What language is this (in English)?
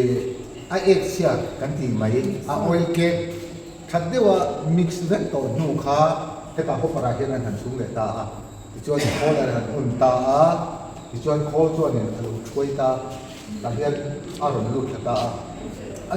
Mizo